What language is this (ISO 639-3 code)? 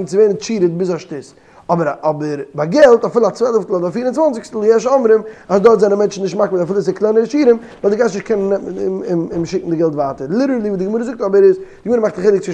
yid